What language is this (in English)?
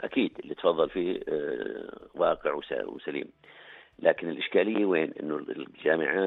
North Levantine Arabic